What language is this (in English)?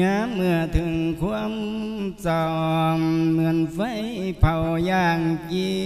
Lao